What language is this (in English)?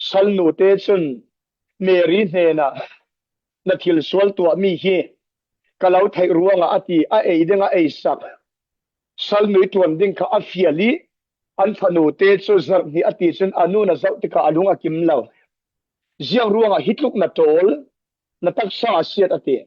Falam Chin